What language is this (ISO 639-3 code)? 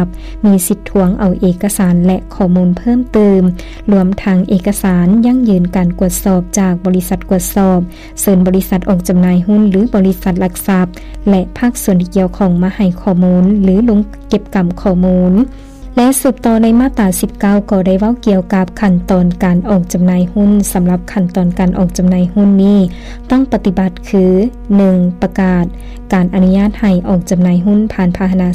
lao